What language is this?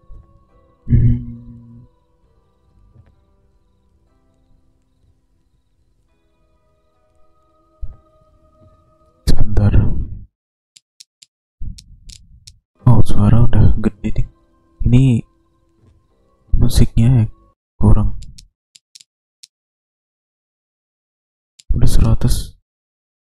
Indonesian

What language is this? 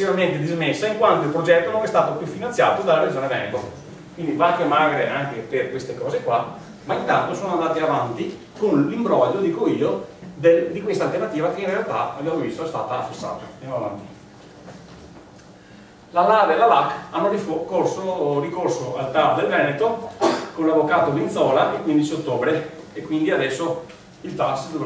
Italian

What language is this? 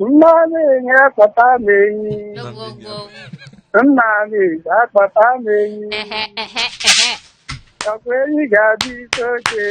Igbo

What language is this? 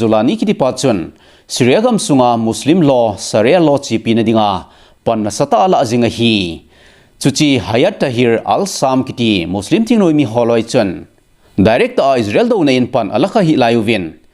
Thado Chin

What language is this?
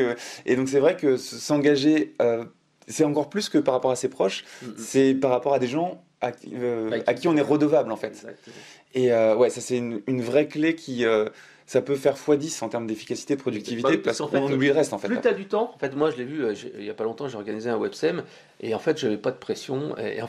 French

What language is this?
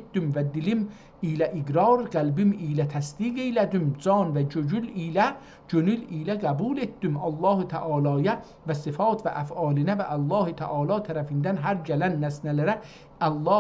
South Azerbaijani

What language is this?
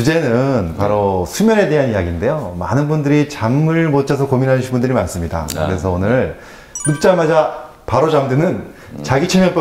Korean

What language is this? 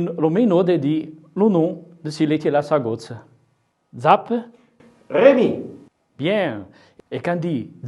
Arpitan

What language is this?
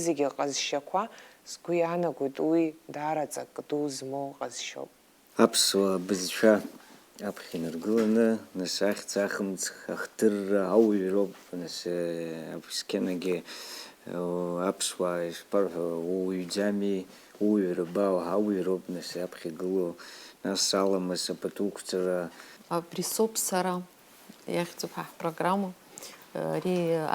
Abkhazian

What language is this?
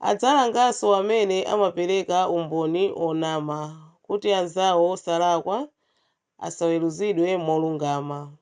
Nyanja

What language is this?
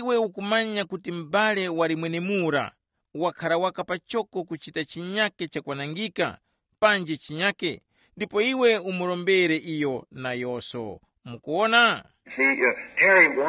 Tumbuka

